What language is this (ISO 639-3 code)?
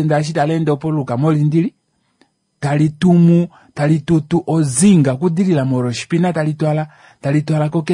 kua